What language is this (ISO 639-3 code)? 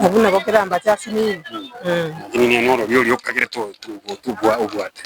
guz